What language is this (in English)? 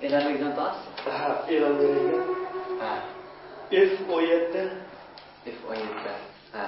Uyghur